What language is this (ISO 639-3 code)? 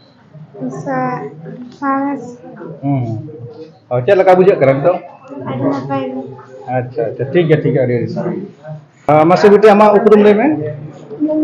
sat